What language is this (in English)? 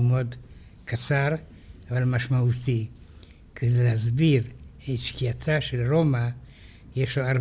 Hebrew